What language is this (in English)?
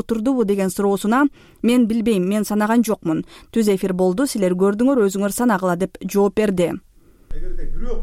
Kyrgyz